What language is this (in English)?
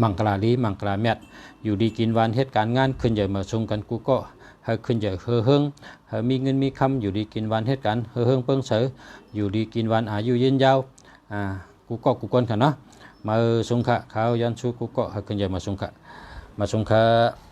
Shan